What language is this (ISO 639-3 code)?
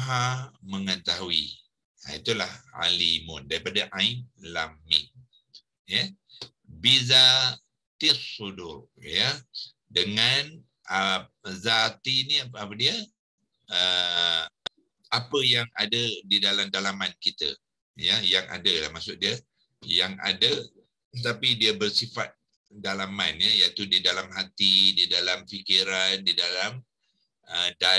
msa